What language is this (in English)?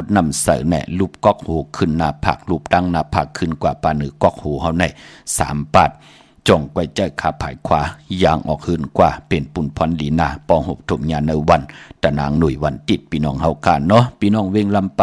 Shan